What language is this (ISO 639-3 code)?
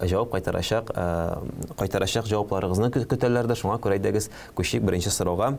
tat